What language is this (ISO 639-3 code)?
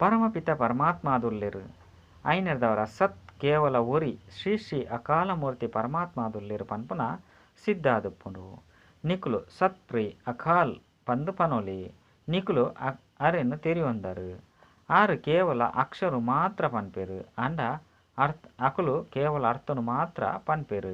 tcy